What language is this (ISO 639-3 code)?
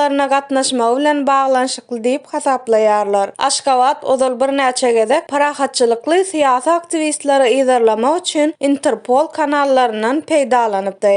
tuk